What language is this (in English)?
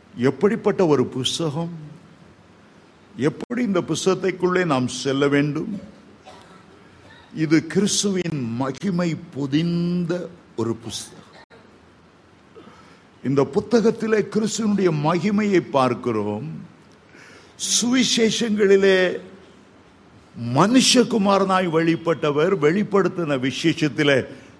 Tamil